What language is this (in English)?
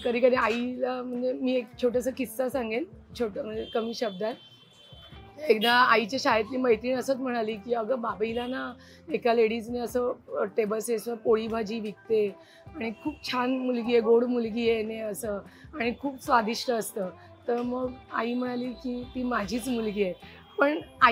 Marathi